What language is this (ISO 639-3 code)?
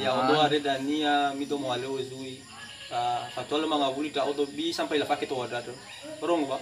nia